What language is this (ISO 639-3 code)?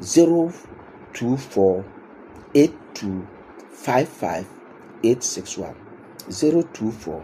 gur